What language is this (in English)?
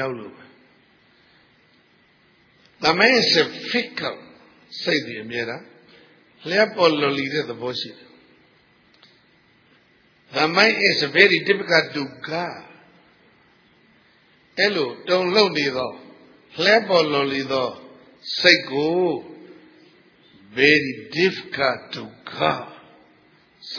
Burmese